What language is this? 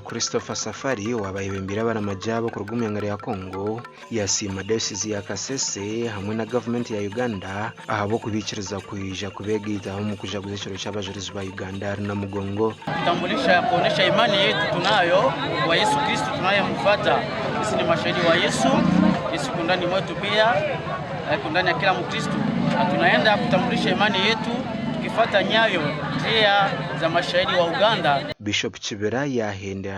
Nyankole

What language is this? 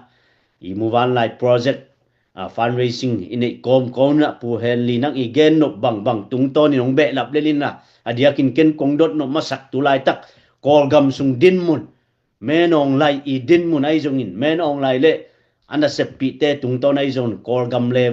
Tedim Chin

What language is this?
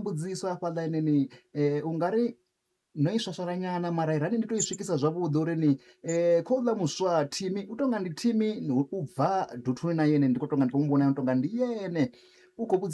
Venda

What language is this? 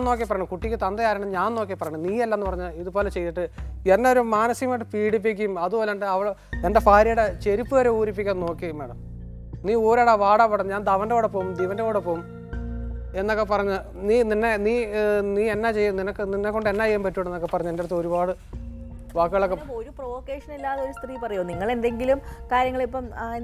Malayalam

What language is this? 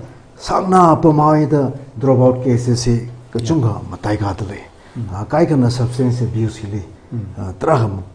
Tangkhul Naga (India)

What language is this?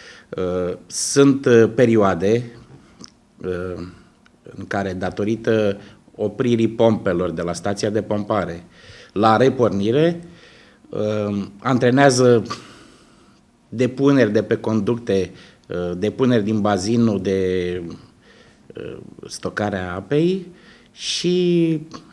Romanian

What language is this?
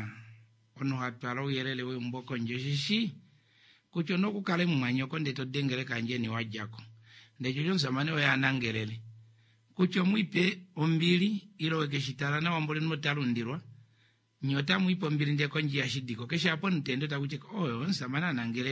Kuanyama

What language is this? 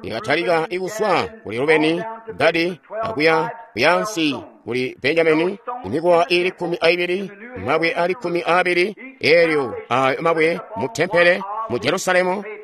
Tonga (Zambia)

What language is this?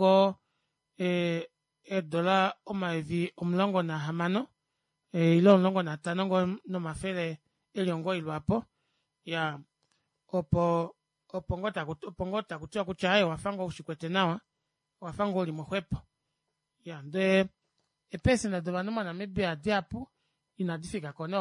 Kuanyama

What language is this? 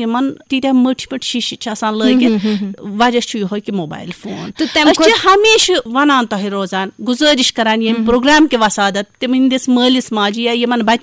Kashmiri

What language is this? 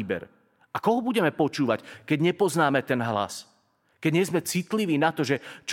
Slovak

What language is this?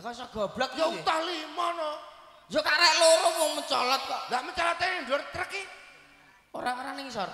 Javanese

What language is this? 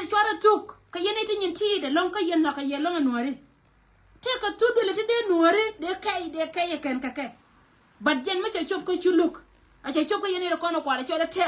Nuer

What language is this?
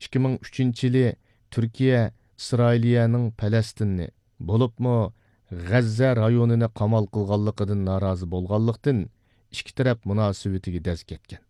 Uyghur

